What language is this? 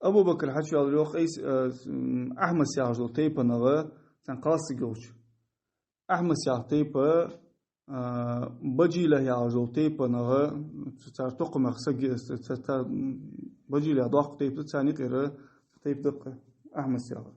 Ingush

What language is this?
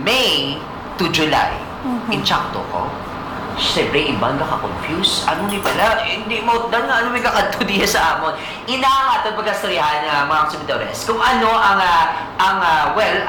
Hiligaynon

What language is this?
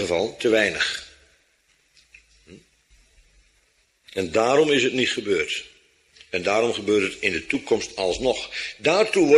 Dutch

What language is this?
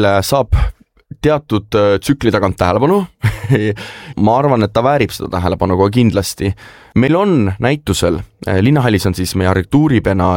Estonian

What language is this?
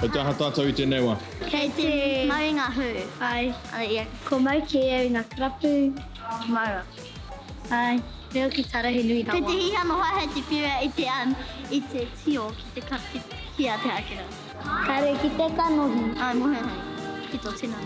Māori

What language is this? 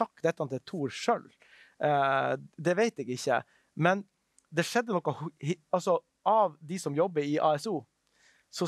Norwegian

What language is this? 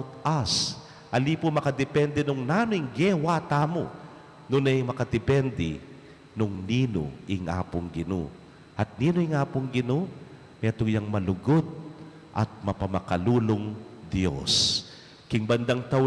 Pampanga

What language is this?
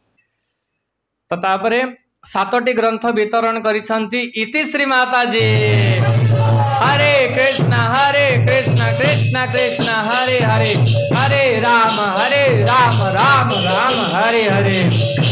Odia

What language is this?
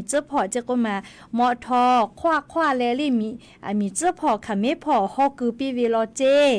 Lahu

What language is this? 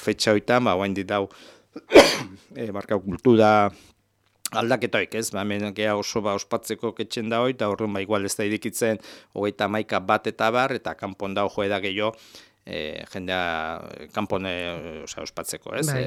Basque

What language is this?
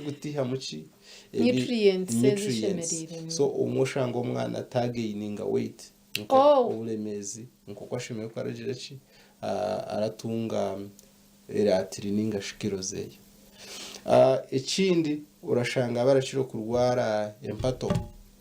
Nyankole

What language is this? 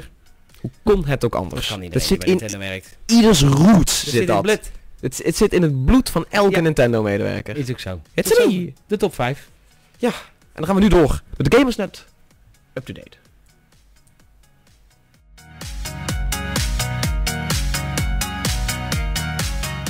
Dutch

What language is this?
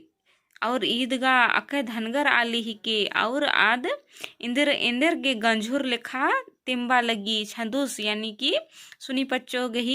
Kurukh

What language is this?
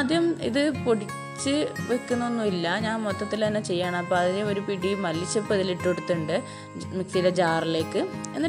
Malayalam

